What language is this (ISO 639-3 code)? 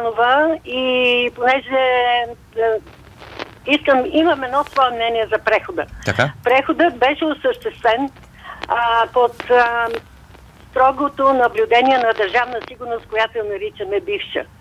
bul